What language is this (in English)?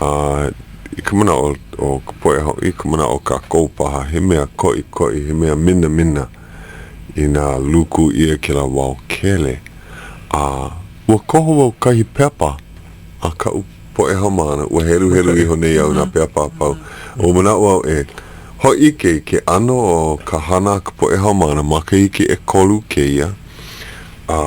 Hawaiian